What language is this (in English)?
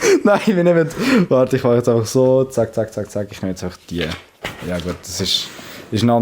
Swiss German